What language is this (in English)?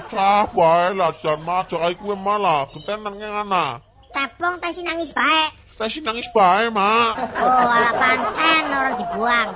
Javanese